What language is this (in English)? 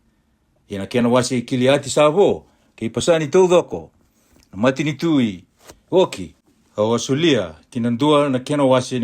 Fijian